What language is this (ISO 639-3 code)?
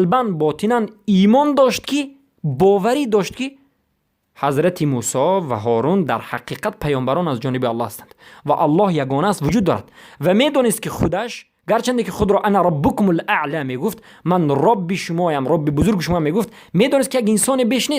fas